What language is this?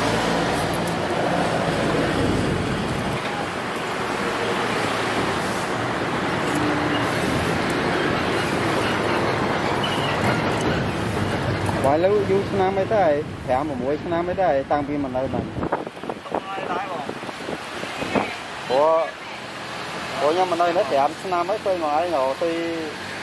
Vietnamese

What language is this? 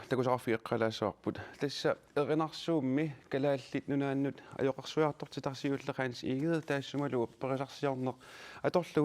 Kalaallisut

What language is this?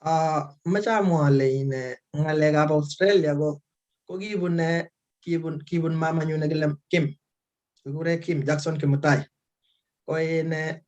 Kalenjin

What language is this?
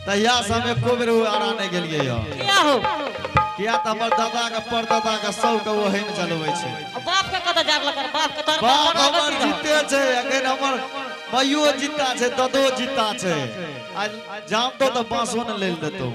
Angika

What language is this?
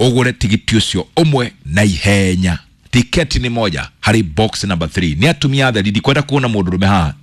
Kikuyu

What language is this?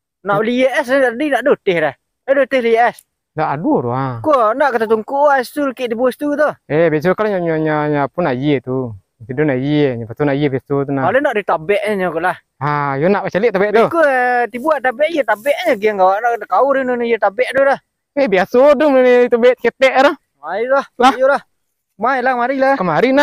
Minangkabau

